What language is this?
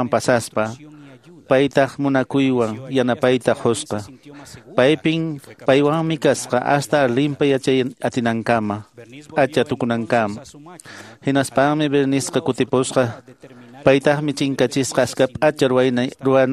Quechua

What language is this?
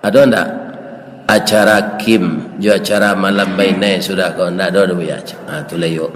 Minangkabau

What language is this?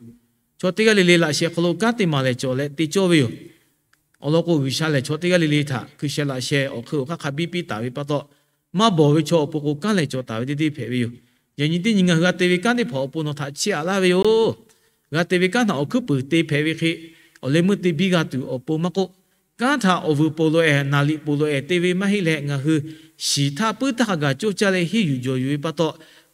Lahu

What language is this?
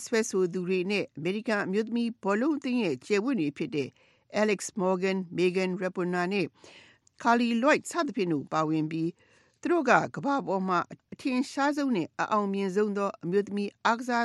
Burmese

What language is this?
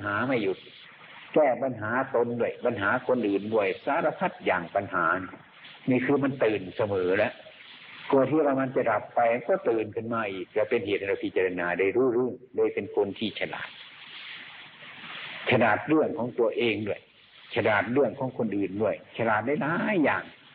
Thai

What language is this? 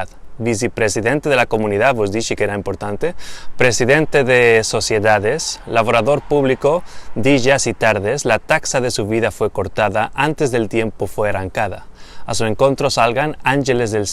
Ladino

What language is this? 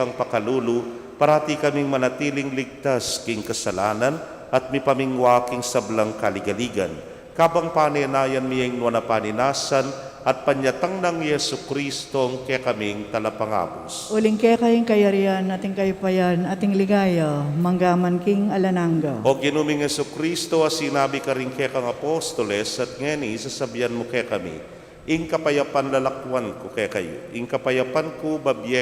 Pampanga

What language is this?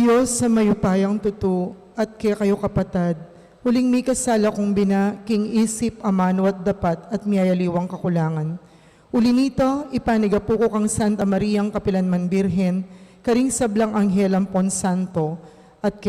Pampanga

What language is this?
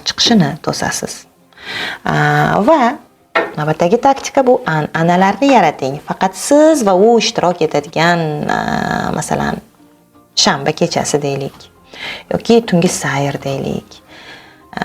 Uzbek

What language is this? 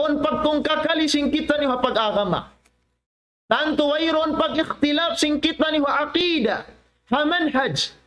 Tausug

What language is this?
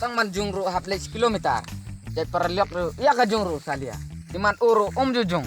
Khasi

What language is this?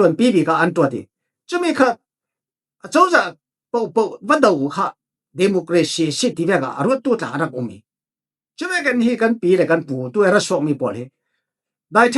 Falam Chin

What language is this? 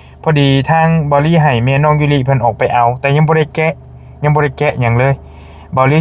Northeastern Thai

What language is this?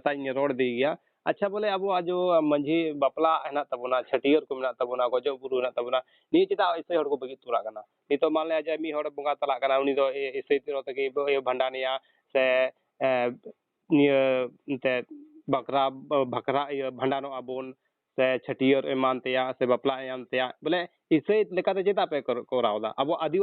Santali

